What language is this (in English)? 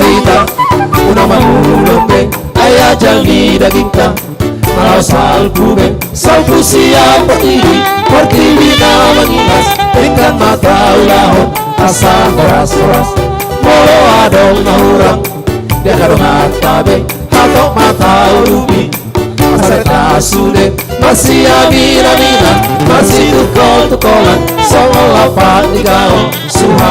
Batak Toba